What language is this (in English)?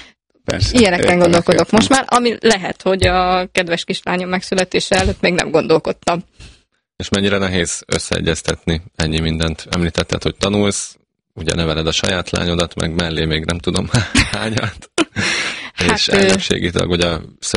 Hungarian